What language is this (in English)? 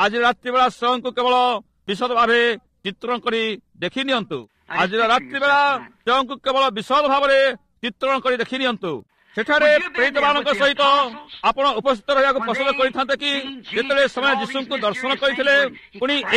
Odia